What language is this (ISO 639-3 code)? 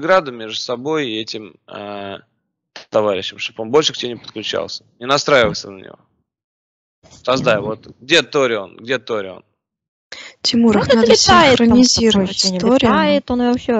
rus